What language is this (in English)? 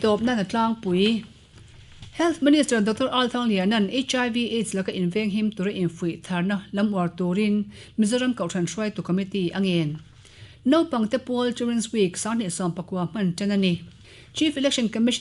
Mizo